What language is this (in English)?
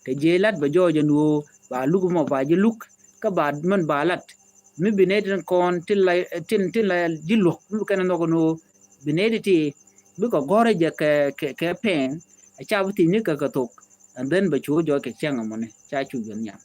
Nuer